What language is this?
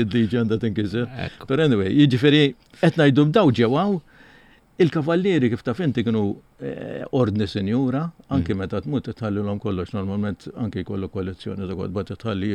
Maltese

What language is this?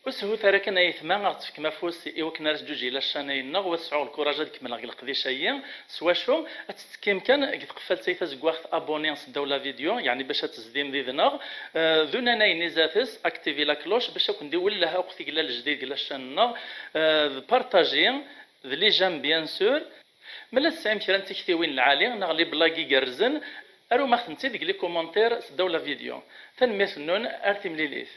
Kabyle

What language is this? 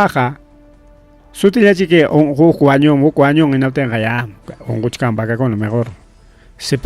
Ayacucho Quechua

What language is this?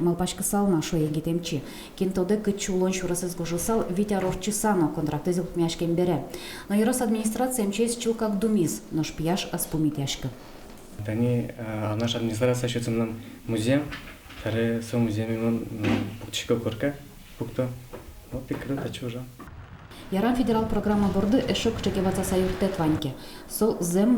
Udmurt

